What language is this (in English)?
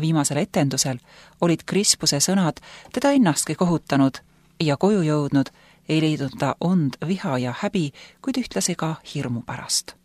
Estonian